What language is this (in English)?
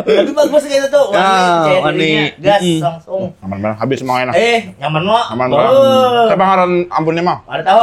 Banjar